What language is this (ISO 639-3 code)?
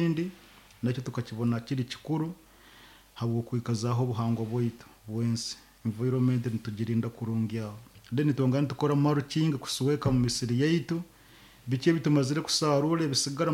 nyo